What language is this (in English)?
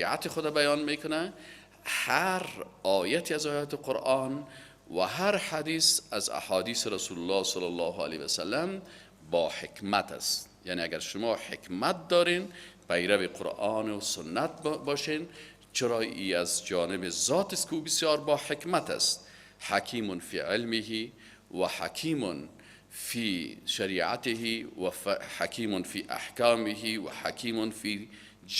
Persian